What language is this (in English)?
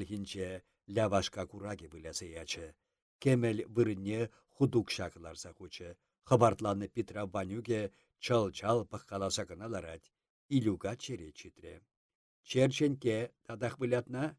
Chuvash